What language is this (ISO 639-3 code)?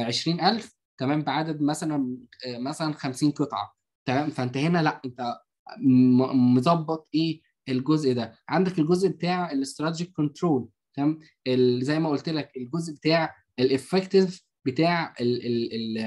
arz